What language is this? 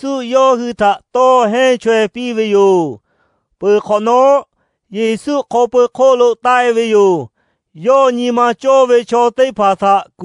Lahu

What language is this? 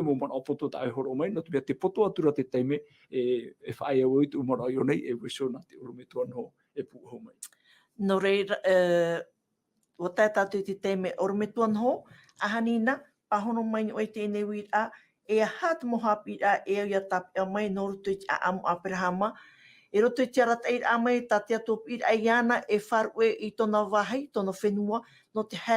Tahitian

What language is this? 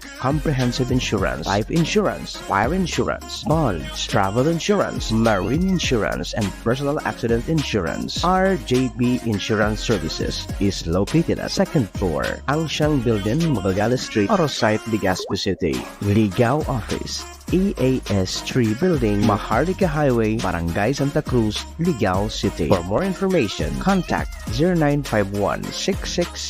Bikol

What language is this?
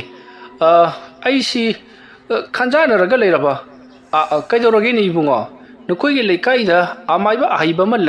Manipuri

